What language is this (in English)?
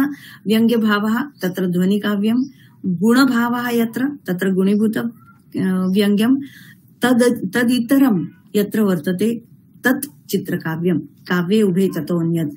Sanskrit